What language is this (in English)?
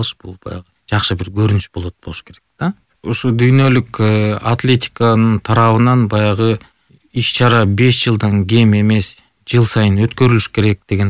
Kyrgyz